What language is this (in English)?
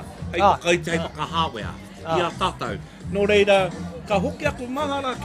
Māori